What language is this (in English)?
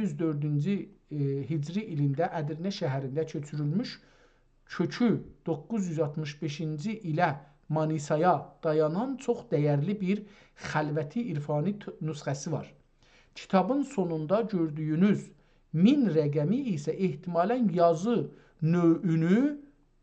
South Azerbaijani